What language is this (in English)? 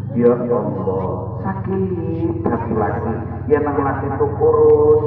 Banjar